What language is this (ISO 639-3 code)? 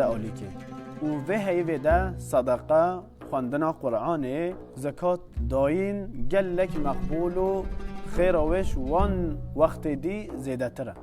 kur